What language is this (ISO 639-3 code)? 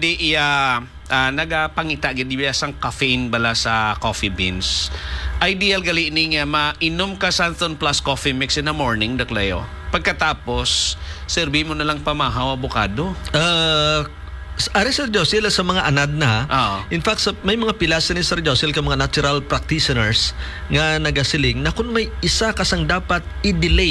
hil